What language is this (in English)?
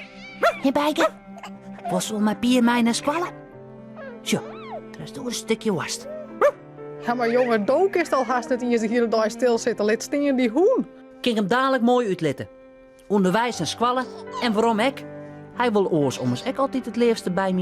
Western Frisian